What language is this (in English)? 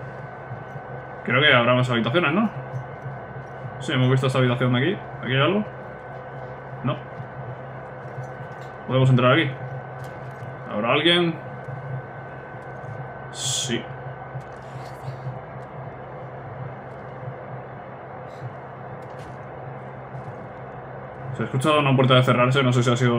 Spanish